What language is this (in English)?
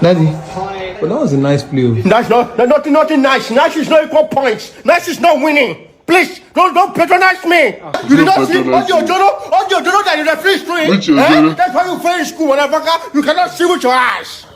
Nigerian Pidgin